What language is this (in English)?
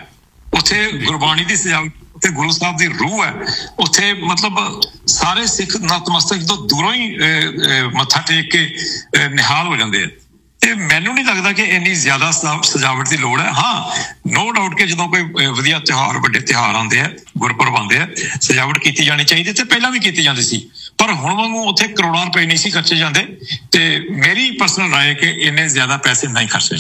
Punjabi